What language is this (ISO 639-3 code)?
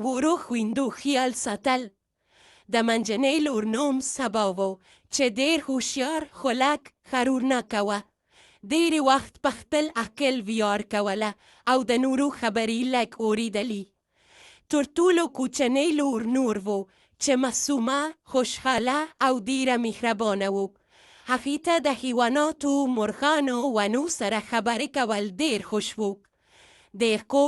pus